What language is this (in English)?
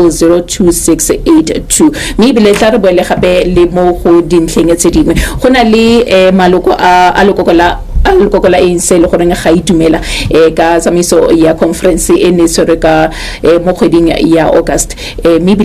Tswana